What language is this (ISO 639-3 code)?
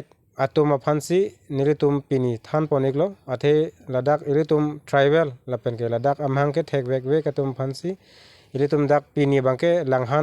mjw